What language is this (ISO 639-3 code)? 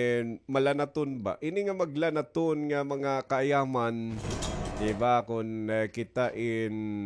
war